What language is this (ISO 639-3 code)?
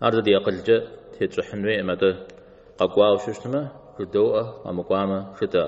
kbd